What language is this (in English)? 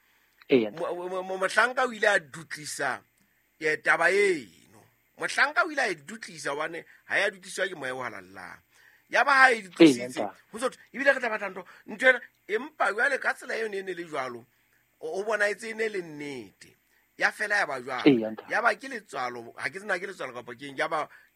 Southern Sotho